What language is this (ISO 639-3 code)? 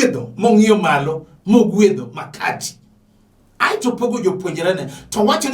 luo